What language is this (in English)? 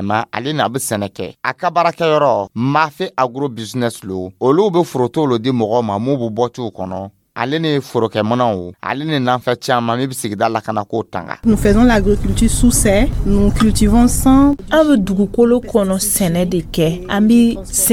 Dyula